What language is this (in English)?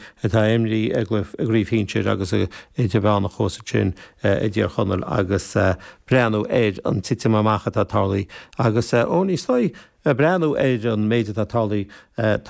Irish